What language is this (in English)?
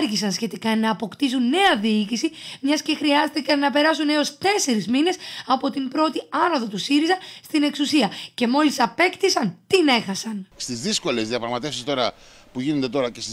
Greek